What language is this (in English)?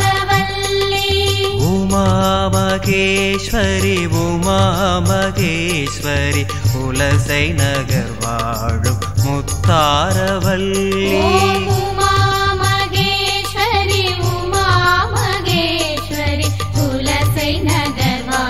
Tamil